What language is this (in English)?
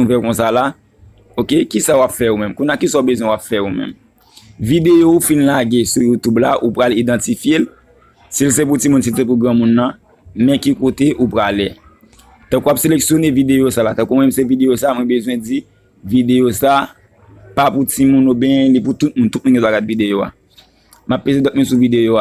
Haitian Creole